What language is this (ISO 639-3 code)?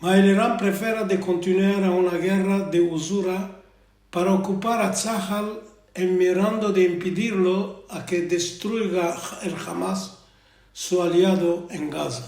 lad